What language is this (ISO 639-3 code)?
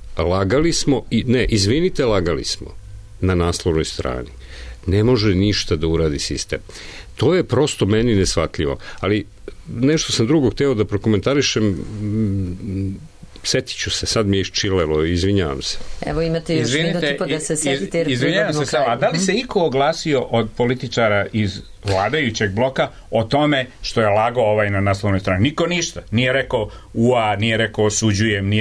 srp